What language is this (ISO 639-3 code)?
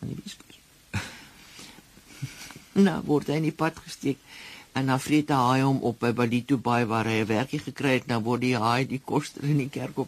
afr